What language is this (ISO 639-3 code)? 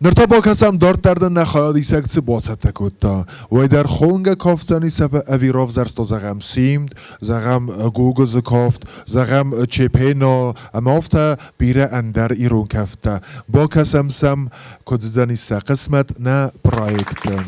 oss